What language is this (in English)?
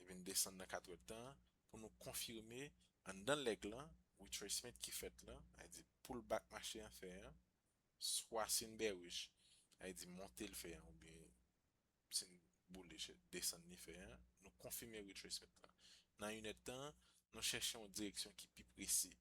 Haitian Creole